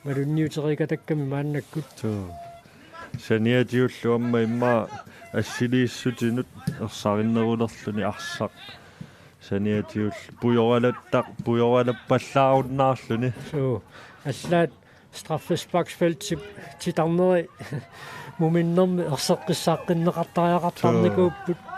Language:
Kalaallisut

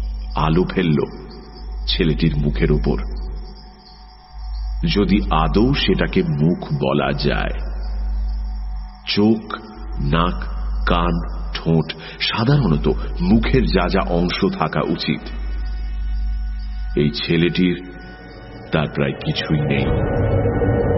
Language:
Bangla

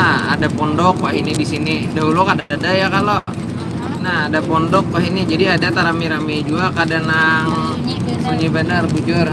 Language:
Banjar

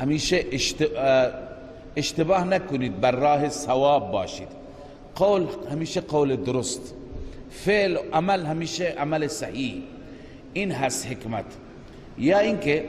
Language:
Persian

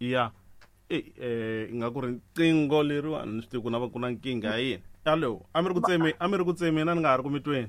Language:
Tsonga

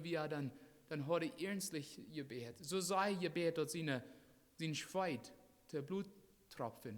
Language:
Plautdietsch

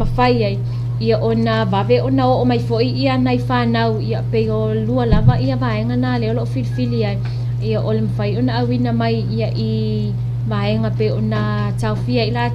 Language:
Samoan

